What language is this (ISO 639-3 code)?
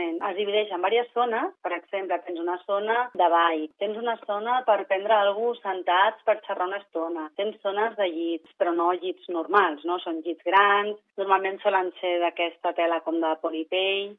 cat